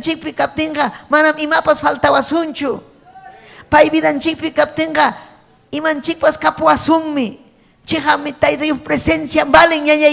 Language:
Ayacucho Quechua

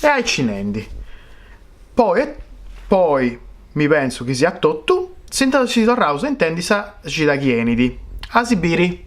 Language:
Sardinian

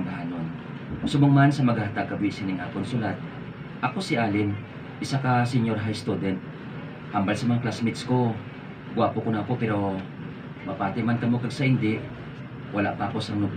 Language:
Hiligaynon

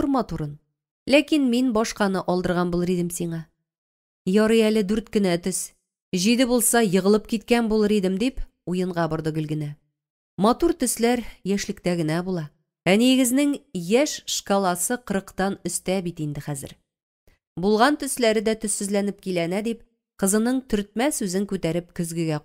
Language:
Tatar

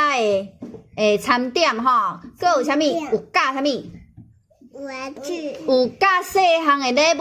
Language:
Min Nan Chinese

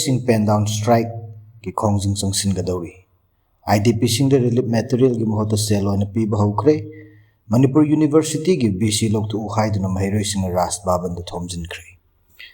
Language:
Manipuri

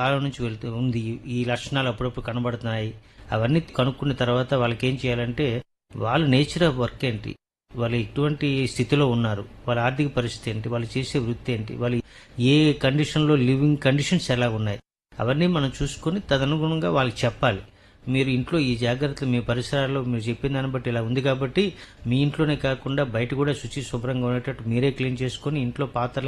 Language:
Telugu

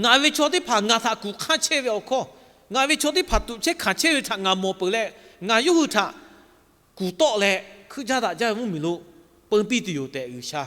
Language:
Lahu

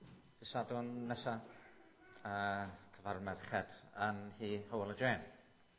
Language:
Welsh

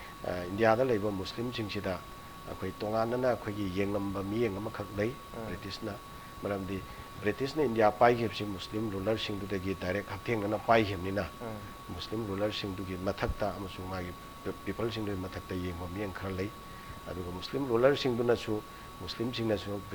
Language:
Manipuri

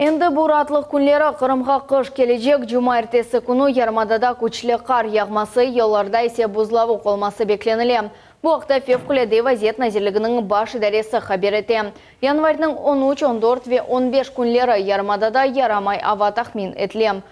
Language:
Crimean Tatar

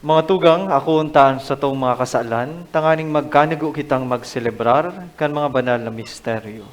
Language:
Bikol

